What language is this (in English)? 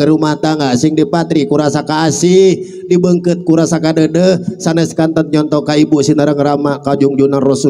Sundanese